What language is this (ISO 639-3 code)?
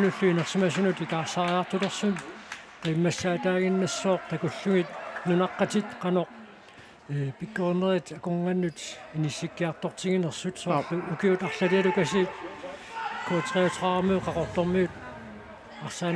kal